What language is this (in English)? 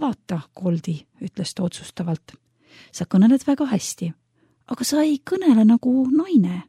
Estonian